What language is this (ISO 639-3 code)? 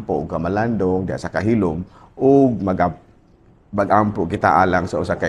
ceb